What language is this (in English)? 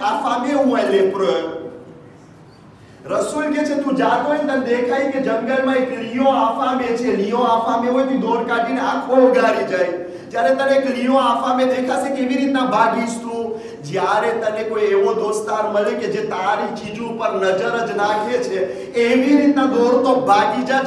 Gujarati